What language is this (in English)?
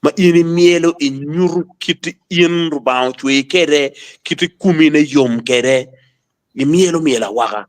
Acoli